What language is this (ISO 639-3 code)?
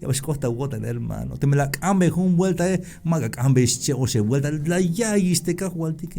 tzh